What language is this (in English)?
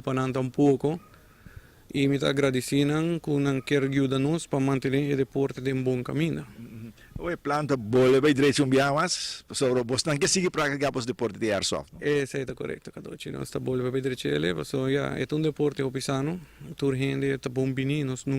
Papiamento